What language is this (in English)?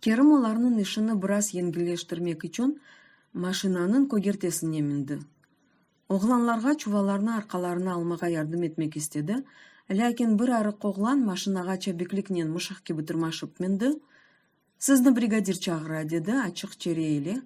Crimean Tatar